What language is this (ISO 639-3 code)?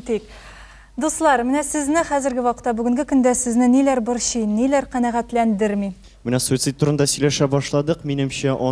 tat